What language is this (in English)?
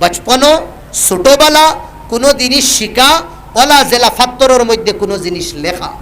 Sylheti